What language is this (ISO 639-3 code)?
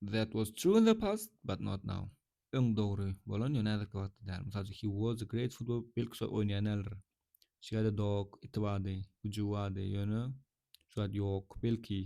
tuk